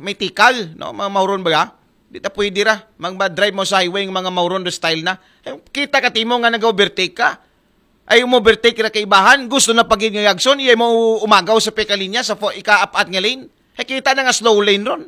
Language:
Aklanon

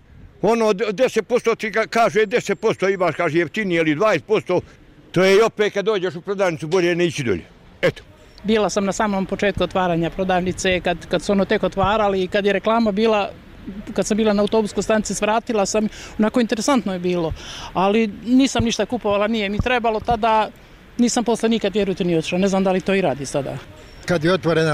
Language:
Bosnian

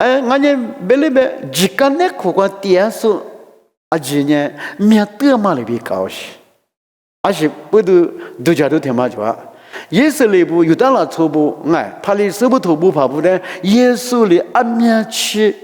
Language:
Lisu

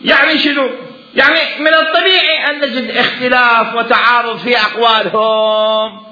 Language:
Mesopotamian Arabic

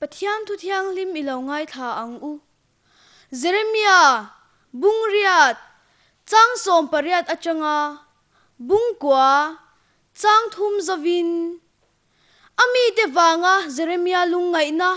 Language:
Mizo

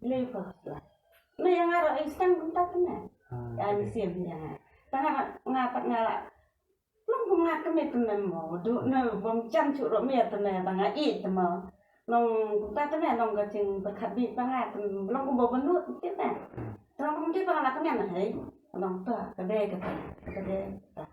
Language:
Khasi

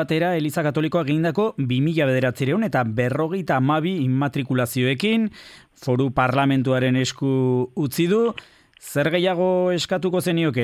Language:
Basque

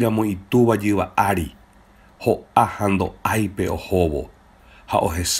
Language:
Guarani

